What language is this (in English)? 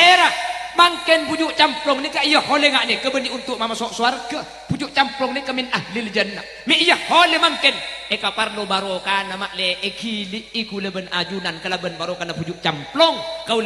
Madurese